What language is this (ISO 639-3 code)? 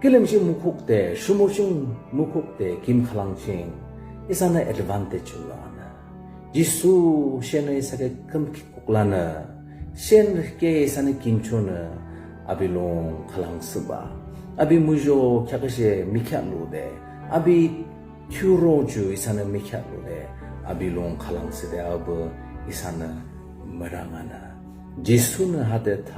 yim